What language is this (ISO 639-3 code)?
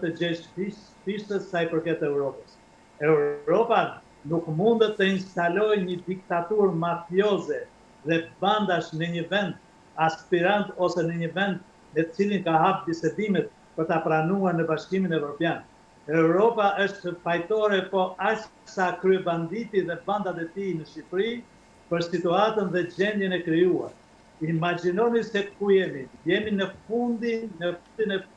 sqi